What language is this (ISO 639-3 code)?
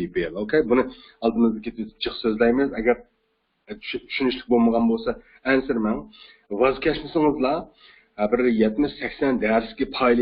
uig